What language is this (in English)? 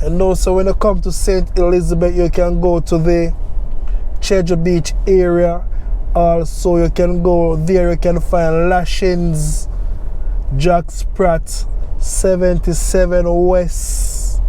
Jamaican Creole English